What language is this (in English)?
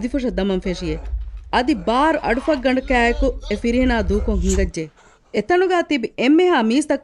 Divehi